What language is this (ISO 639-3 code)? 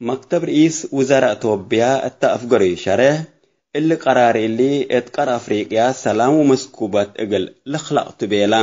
tig